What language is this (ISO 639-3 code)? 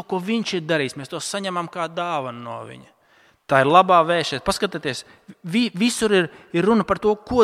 lav